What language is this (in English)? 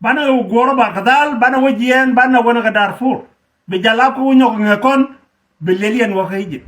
Nuer